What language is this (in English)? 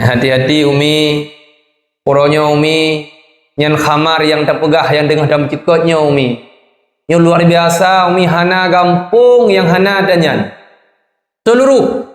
Achinese